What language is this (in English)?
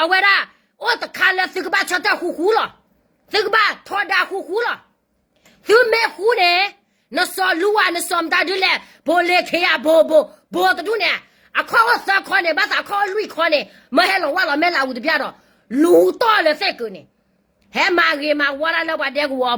S'gaw Karen